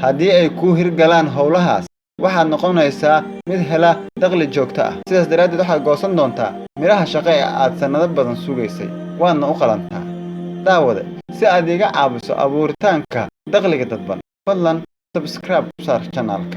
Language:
Somali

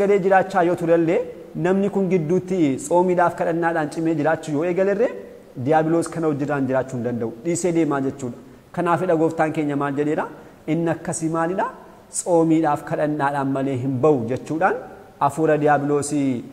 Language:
Oromo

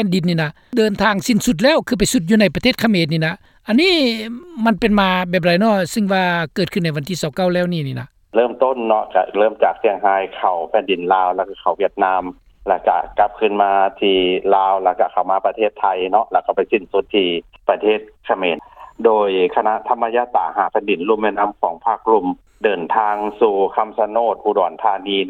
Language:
Lao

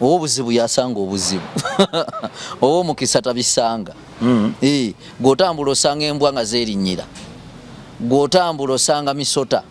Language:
Ganda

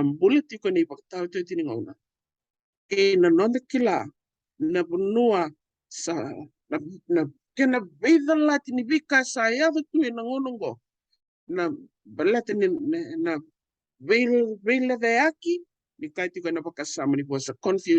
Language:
Fijian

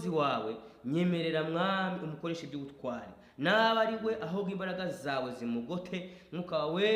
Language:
Kinyarwanda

